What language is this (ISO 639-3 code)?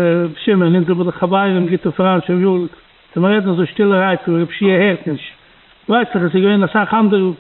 yid